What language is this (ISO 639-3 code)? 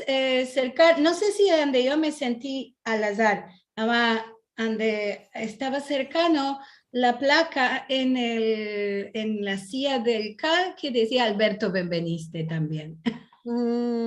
lad